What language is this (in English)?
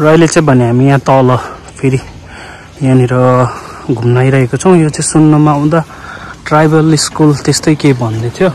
Nepali